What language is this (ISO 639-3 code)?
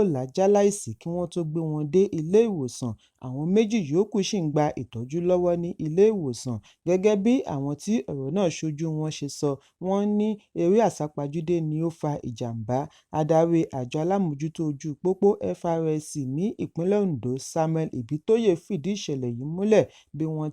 yor